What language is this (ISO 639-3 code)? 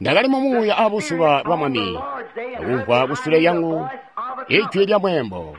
toi